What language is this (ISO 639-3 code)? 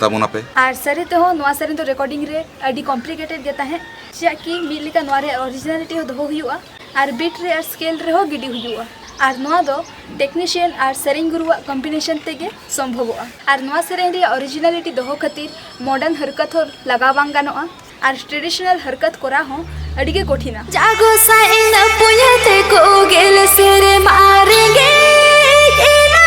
sat